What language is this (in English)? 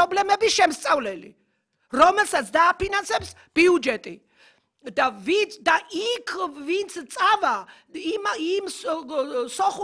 Georgian